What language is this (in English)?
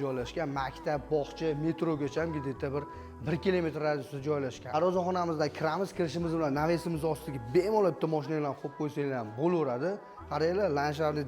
Uzbek